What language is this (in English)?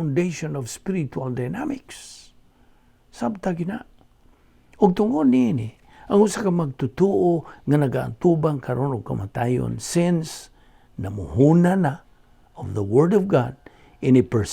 Cebuano